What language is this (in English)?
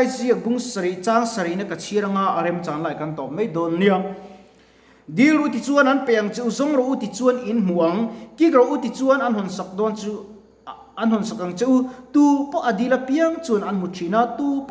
Mizo